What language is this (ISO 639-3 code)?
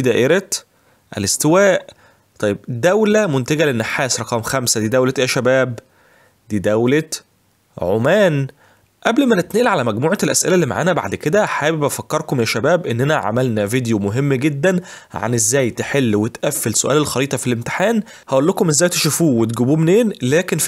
arz